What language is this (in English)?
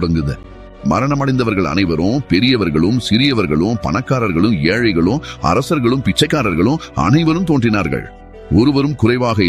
Tamil